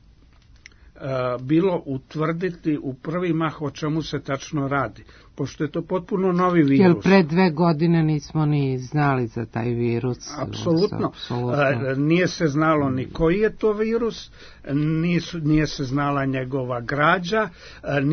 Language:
Serbian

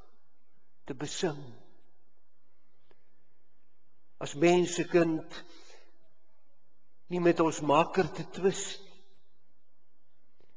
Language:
Afrikaans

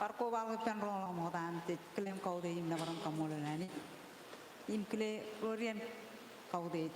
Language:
Marshallese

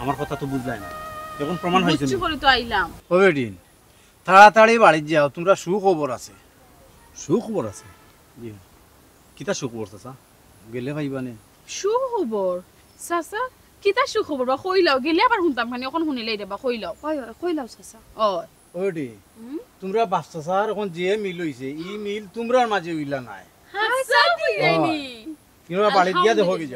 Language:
Sylheti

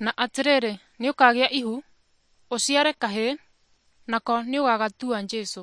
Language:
Kikuyu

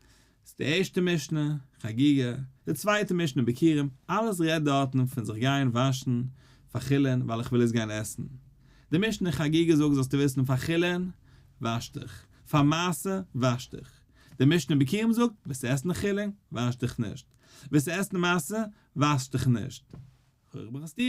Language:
Yiddish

